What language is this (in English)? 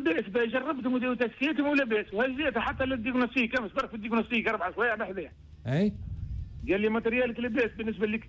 Tunisian Arabic